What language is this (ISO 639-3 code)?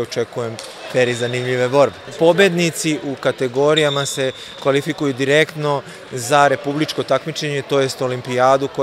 srp